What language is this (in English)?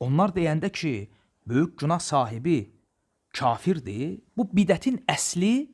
Azerbaijani